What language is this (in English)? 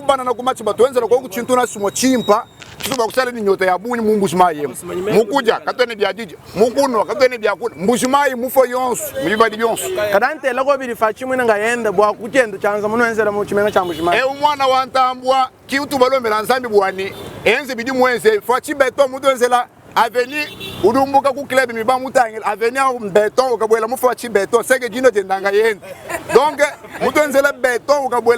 Luba-Lulua